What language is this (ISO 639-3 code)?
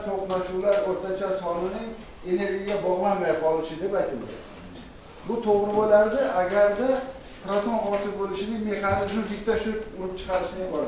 uzb